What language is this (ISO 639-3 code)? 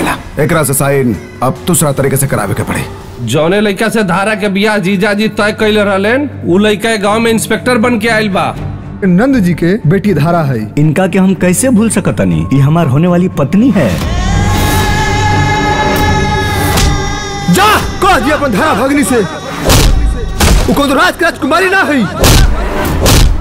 bho